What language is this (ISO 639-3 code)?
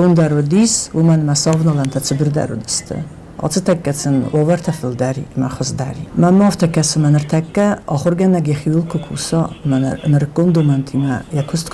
oss